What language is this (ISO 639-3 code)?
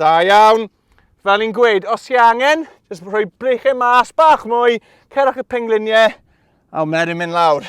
cym